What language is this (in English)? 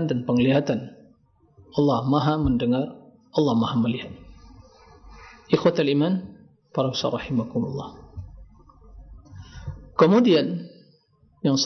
Indonesian